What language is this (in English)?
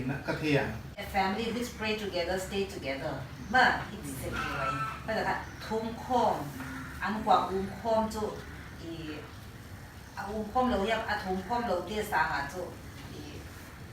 Paite Chin